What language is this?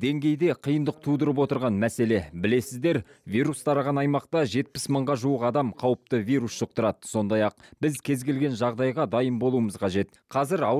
Kazakh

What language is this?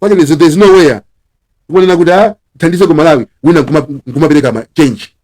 Nyanja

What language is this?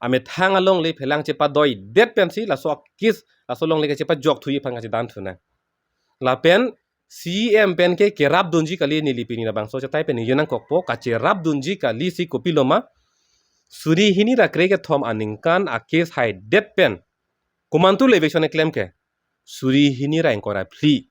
Karbi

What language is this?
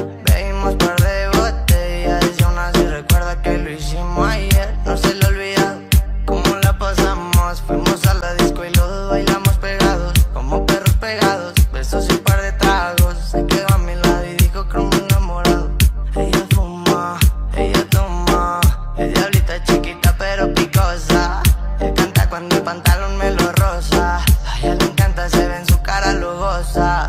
Spanish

